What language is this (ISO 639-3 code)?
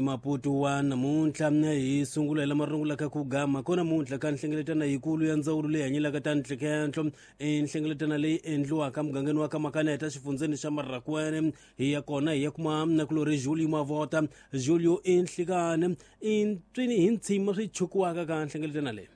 tso